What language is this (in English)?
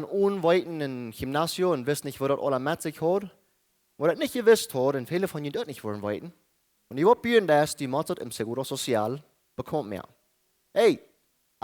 Plautdietsch